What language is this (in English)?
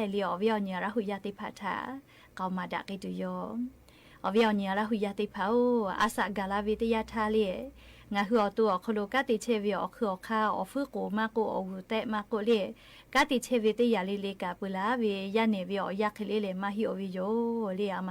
Lahu